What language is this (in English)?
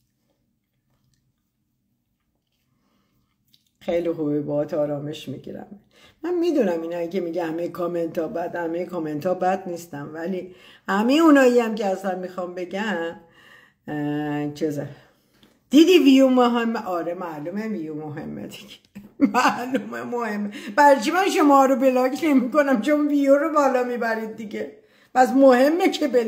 Persian